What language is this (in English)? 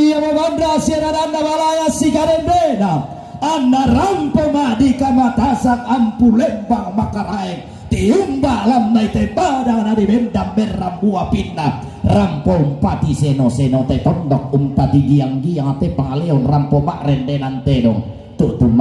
Toraja-Sa'dan